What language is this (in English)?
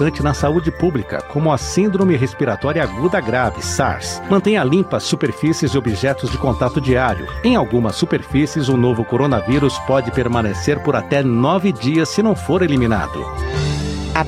Portuguese